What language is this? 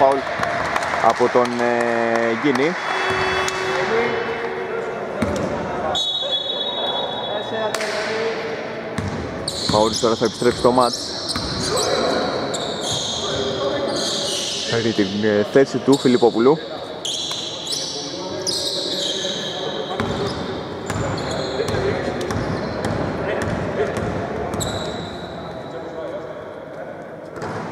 Greek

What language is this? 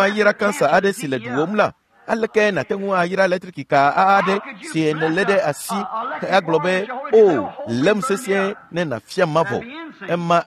Ewe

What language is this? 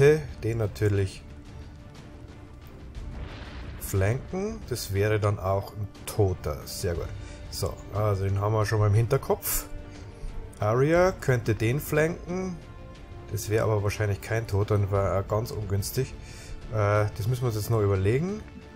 German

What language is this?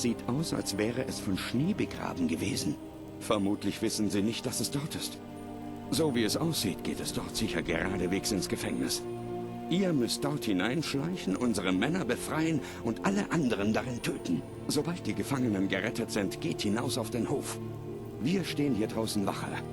Bavarian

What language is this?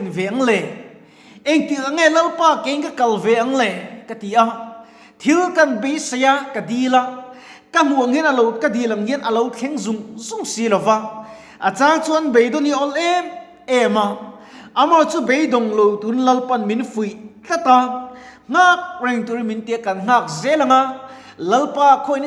Mizo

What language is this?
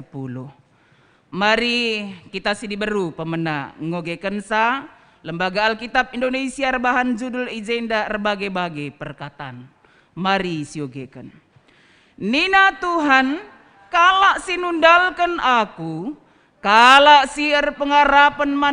Batak Karo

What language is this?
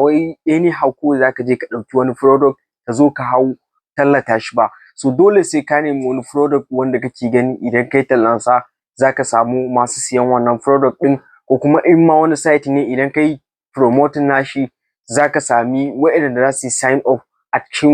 Hausa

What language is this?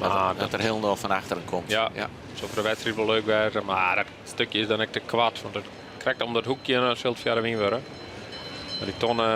Western Frisian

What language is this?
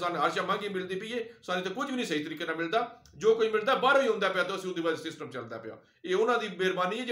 Punjabi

